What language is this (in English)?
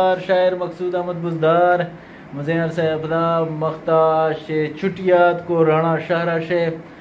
Eastern Balochi